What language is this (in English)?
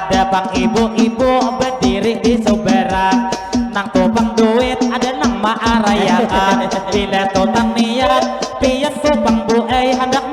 Banjar